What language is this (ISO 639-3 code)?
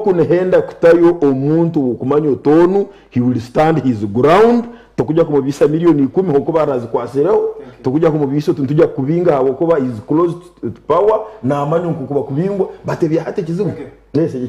nyn